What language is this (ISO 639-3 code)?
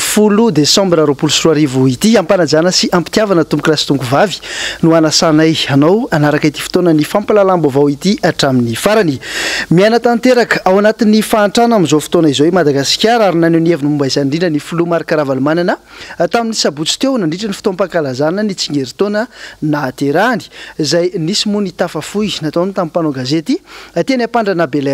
mlg